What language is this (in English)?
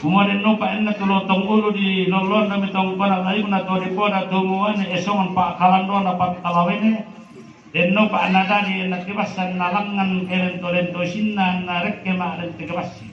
Toraja-Sa'dan